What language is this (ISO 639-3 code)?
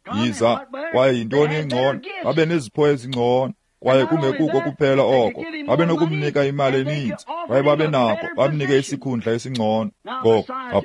xho